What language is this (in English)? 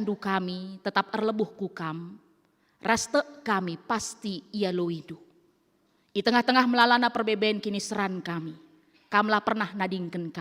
Batak Karo